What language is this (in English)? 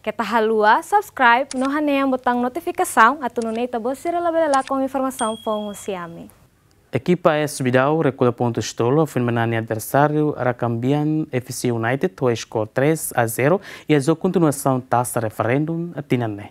Tetum